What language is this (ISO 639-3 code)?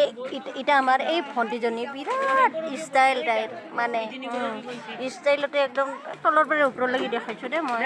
asm